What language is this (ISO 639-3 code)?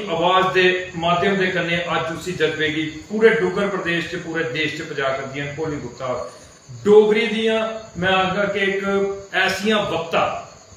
doi